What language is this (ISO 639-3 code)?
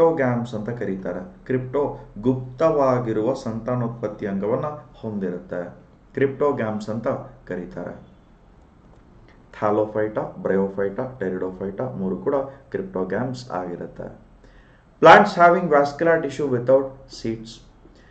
kan